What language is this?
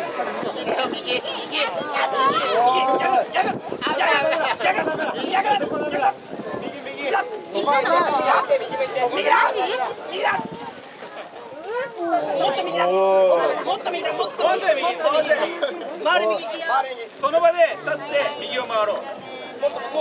Japanese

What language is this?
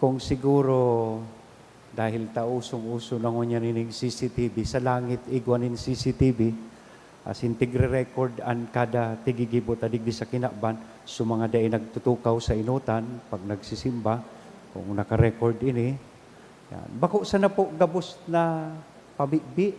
Bikol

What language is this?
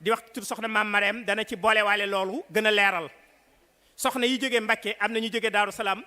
Wolof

